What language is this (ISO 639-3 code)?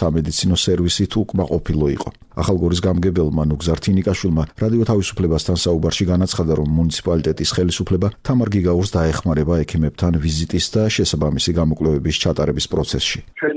kat